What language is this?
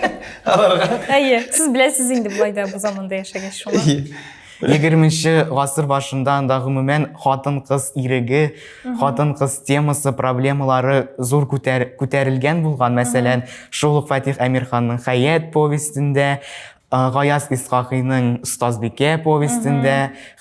Tatar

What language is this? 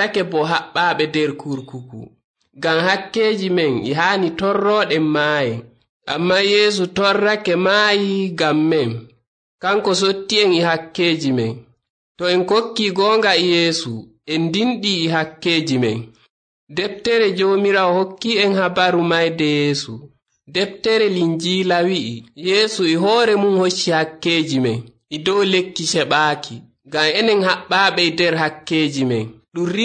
Nigerian Fulfulde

